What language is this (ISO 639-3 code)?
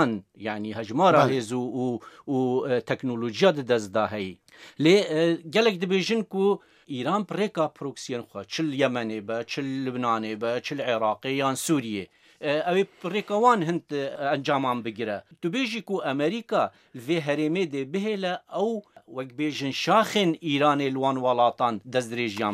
kur